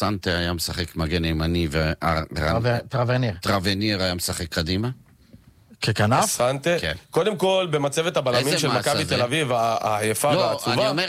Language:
Hebrew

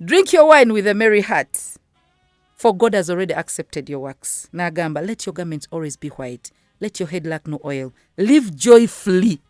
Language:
Ganda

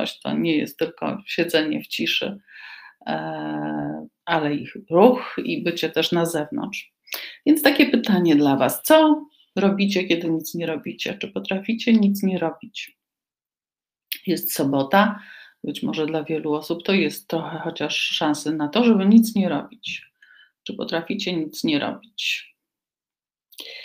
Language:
Polish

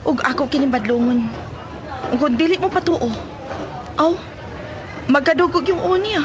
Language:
Cebuano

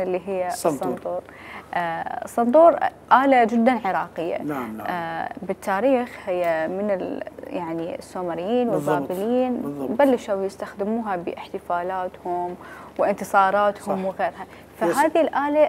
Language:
Mesopotamian Arabic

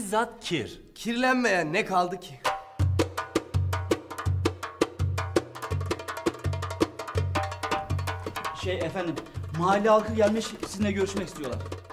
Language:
Turkish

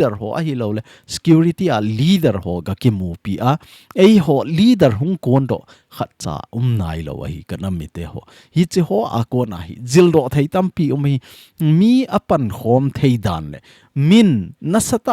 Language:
Thado Chin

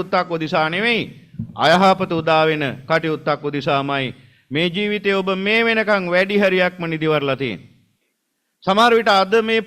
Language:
Sinhala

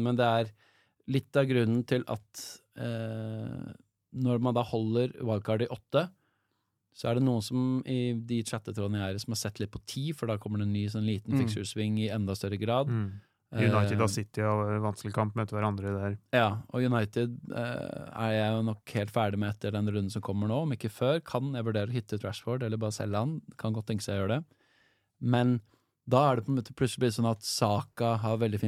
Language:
Norwegian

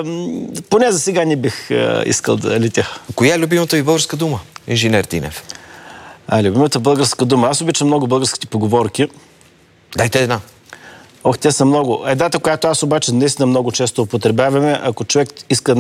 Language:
Bulgarian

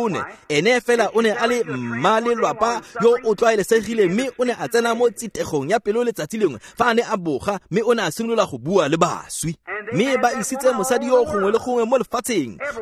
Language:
Tswana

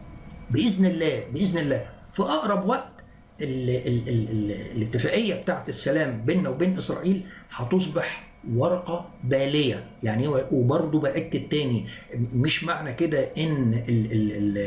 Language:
Egyptian Arabic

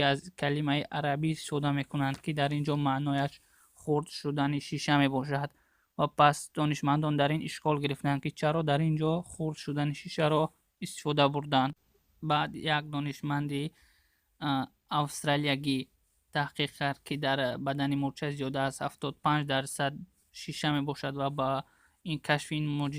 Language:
Tajik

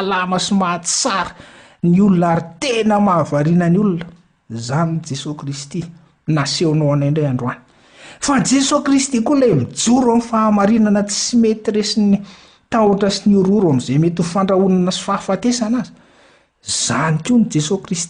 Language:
Malagasy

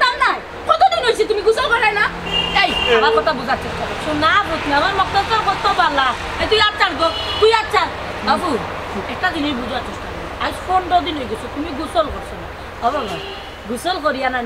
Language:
Sylheti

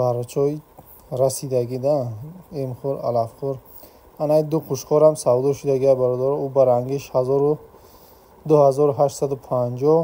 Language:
Tajik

